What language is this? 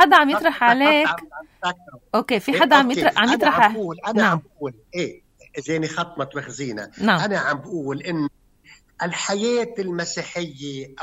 North Levantine Arabic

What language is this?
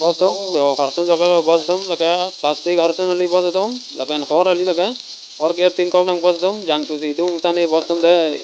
Karbi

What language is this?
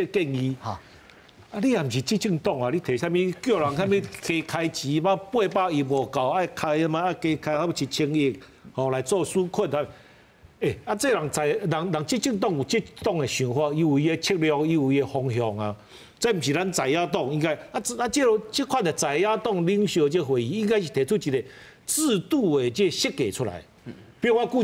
Min Nan Chinese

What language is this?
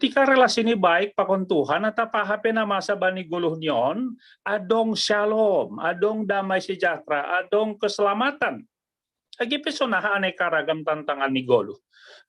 Batak Simalungun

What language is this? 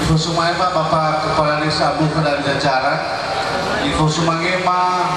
Nias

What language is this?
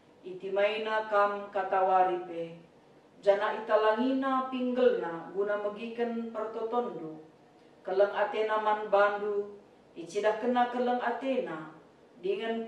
Batak Karo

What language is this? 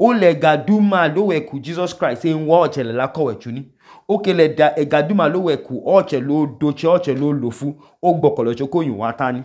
Idoma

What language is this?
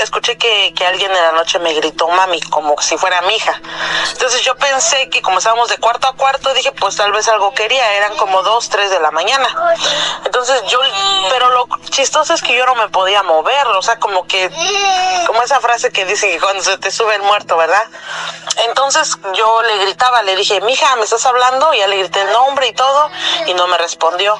Spanish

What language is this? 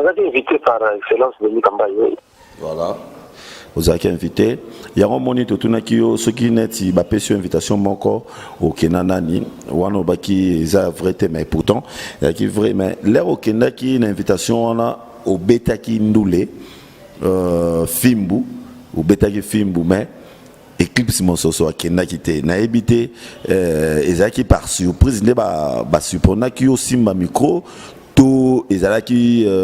Lingala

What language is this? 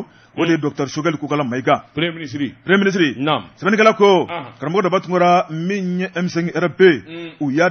Bambara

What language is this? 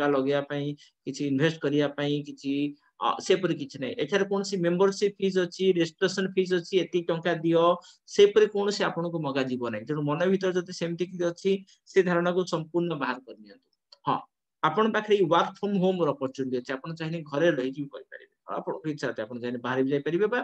Odia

